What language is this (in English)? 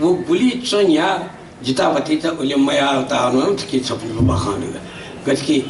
Newari